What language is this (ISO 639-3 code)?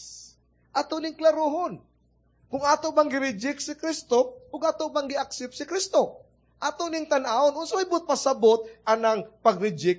ceb